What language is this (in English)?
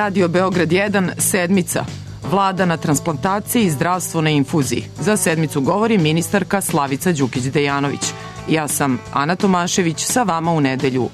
Serbian